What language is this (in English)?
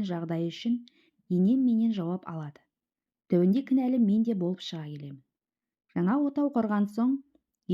Kazakh